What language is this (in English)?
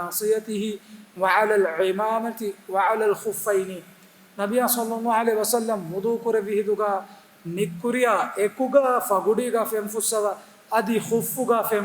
Divehi